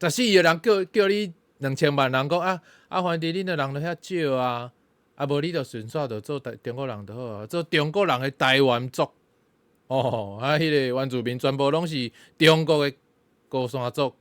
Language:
Min Nan Chinese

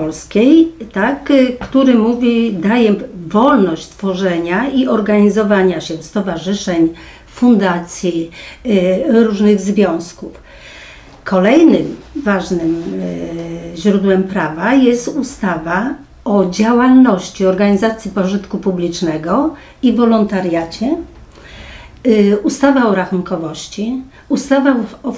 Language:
Polish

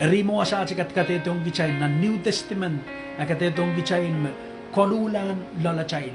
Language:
Pohnpeian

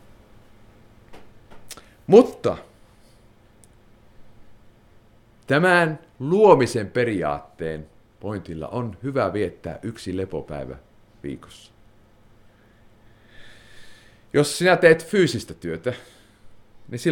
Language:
Finnish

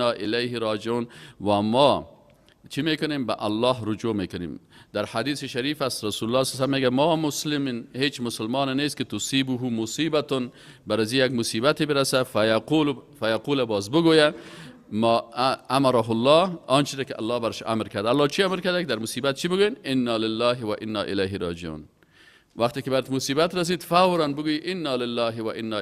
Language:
Persian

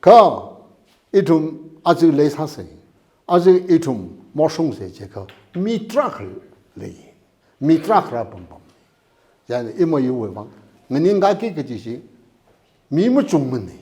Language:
Tangkhul Naga (India)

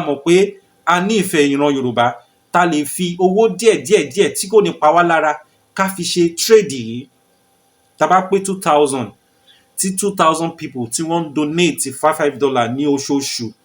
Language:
Yoruba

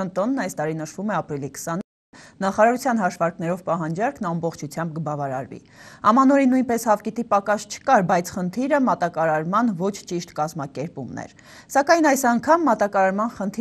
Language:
Armenian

